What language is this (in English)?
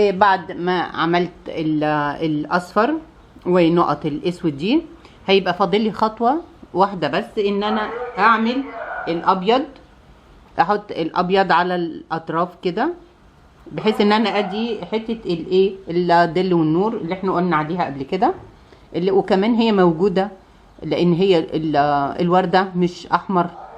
Egyptian Arabic